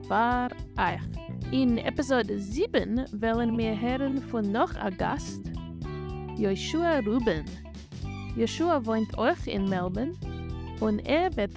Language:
Yiddish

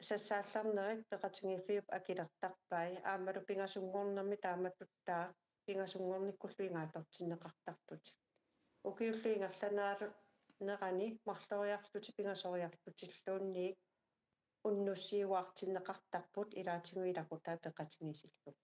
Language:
Kalaallisut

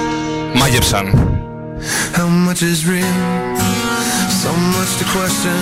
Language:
Greek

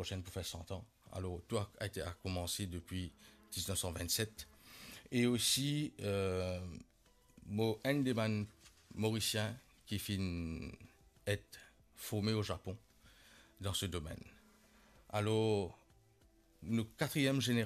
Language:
Morisyen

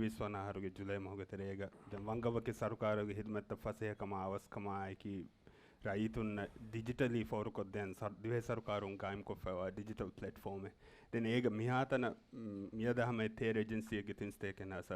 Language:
Divehi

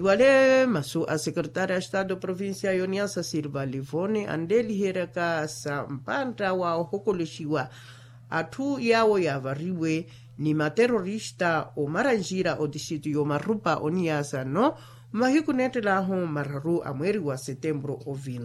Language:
Makhuwa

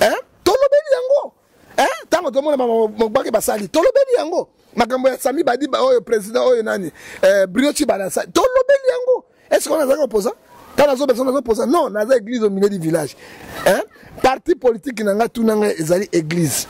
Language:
Lingala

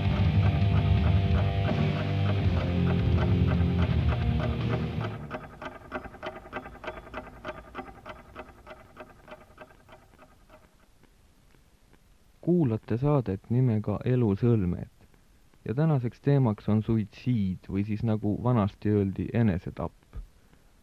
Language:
Estonian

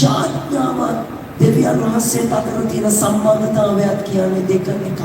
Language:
Sinhala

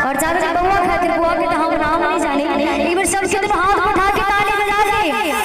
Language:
Maithili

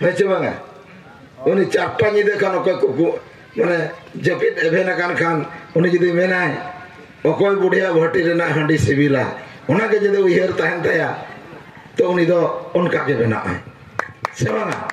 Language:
Santali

